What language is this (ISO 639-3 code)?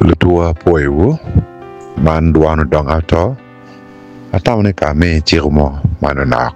ach